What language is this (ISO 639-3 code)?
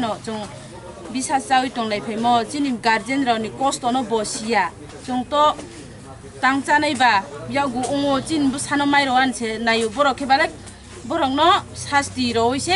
trp